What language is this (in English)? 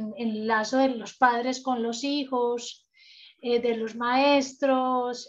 Spanish